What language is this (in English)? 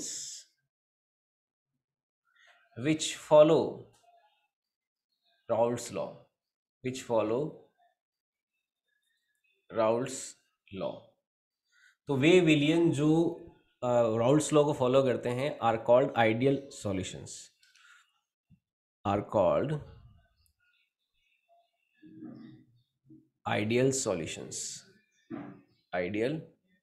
Hindi